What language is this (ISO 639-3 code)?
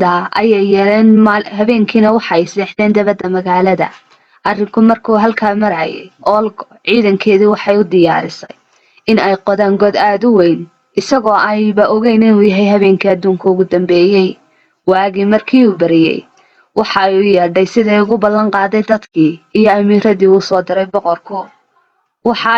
som